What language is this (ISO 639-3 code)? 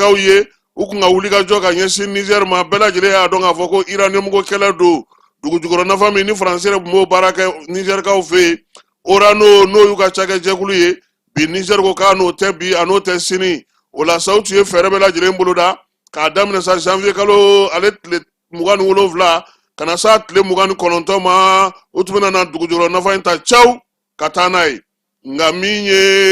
bam